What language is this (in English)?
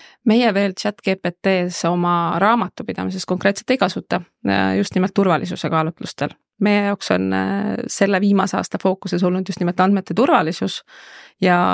Estonian